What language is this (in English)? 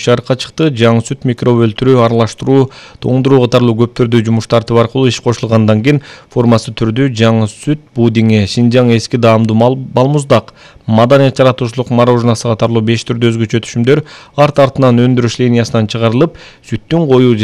Kyrgyz